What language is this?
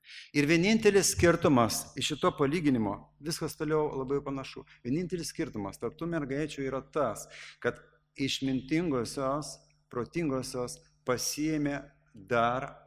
Lithuanian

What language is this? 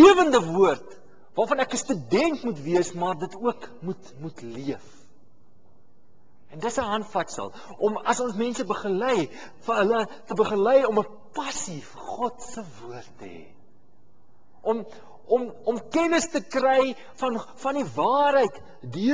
Afrikaans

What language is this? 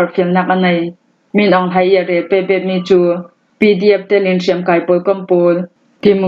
Falam Chin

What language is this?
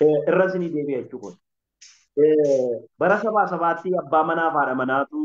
Oromo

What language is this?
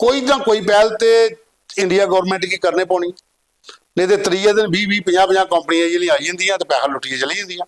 Dogri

